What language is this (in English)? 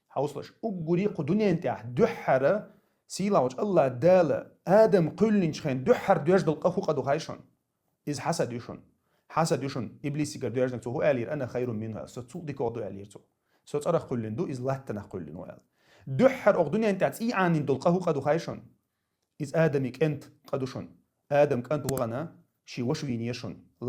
Chechen